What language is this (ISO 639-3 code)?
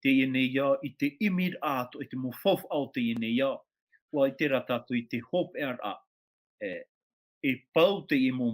tah